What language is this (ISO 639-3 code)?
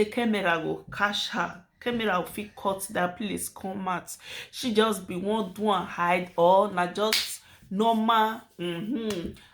pcm